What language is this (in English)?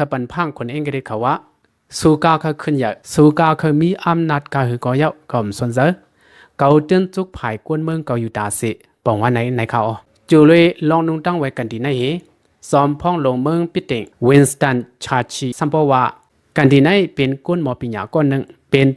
Shan